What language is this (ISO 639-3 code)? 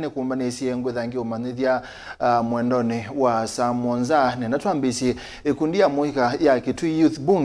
kam